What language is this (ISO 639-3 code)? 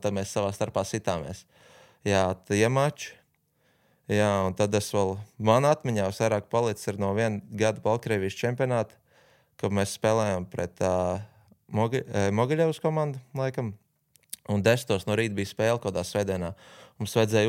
lav